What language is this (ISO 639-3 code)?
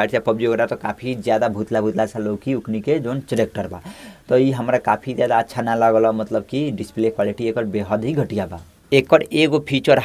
bho